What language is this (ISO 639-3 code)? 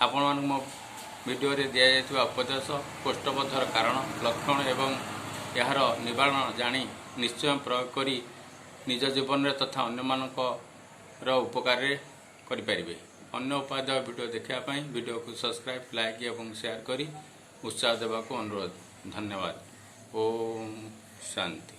ori